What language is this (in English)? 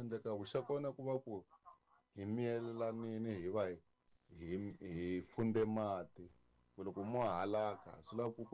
Tsonga